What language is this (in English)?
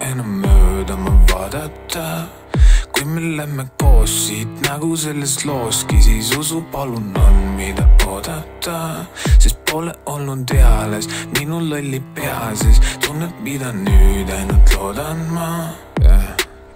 Estonian